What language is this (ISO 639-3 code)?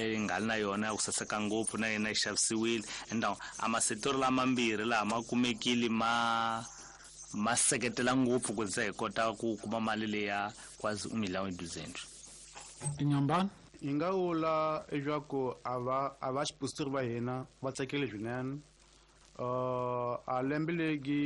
tso